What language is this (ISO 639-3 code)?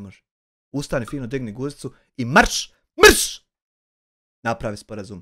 bos